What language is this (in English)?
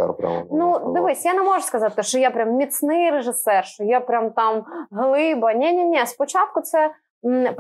Ukrainian